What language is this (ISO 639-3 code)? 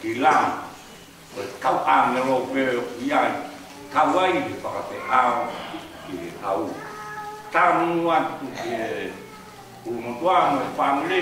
ton